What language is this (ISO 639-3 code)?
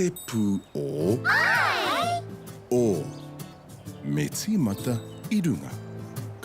mri